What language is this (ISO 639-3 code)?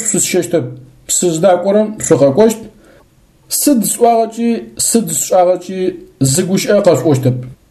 ady